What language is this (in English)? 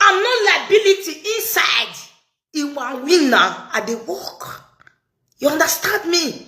Nigerian Pidgin